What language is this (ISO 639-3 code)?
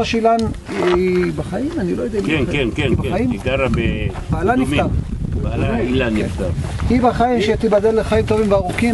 heb